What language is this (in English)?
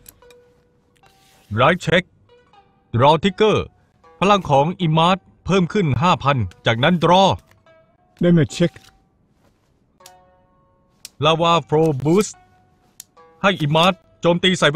Thai